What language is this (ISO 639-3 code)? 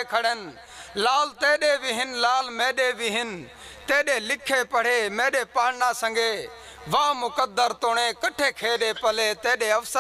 skr